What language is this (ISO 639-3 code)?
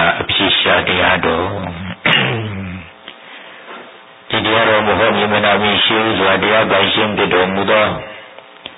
mya